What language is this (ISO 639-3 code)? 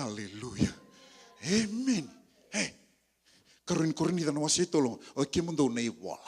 fij